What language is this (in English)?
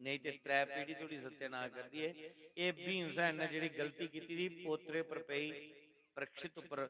Dogri